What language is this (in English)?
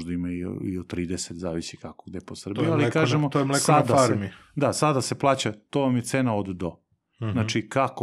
Serbian